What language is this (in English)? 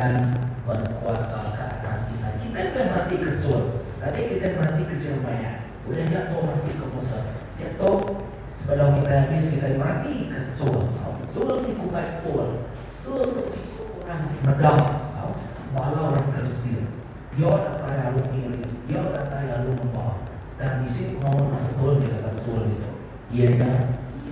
Iban